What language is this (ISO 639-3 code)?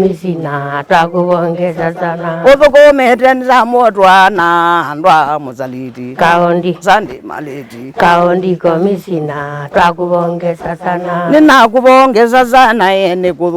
kam